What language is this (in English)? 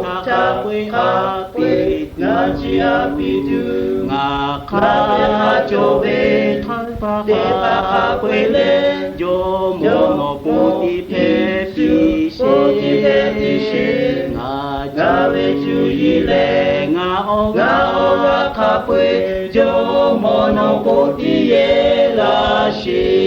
Lahu